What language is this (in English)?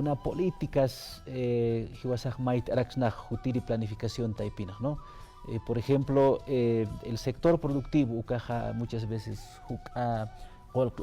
Aymara